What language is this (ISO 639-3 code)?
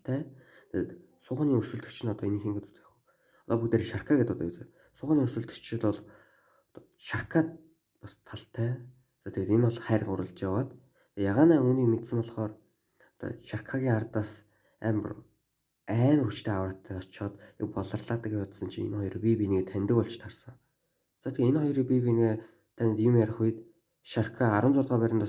mon